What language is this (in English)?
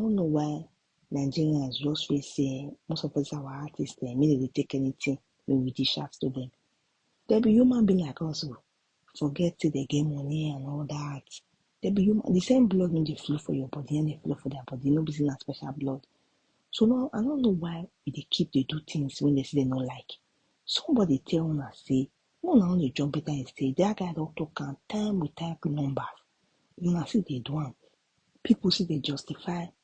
Nigerian Pidgin